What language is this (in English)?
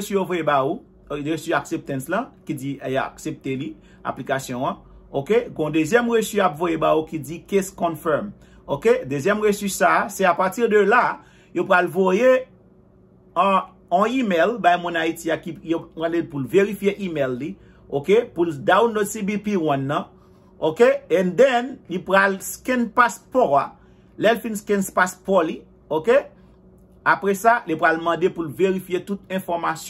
Haitian Creole